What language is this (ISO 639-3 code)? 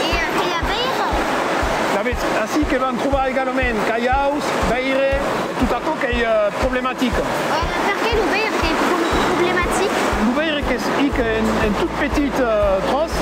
oci